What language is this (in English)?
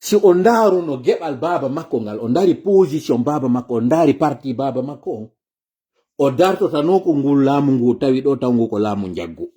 Fula